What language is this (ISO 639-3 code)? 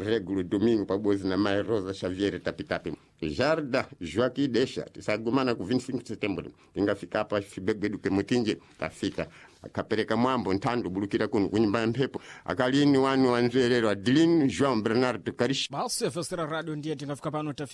seh